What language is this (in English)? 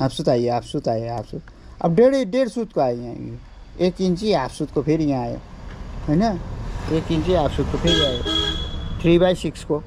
Nepali